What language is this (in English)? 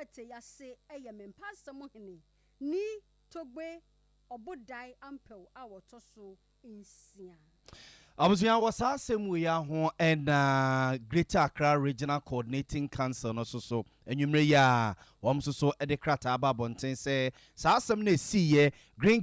Akan